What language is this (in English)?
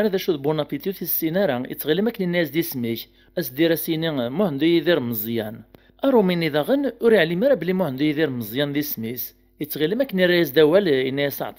Kabyle